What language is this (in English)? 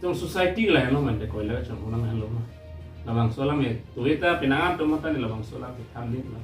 Karbi